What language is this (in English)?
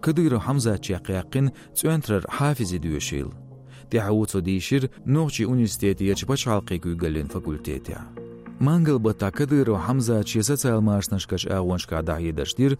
Chechen